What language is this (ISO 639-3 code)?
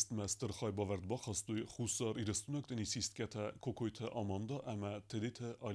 oss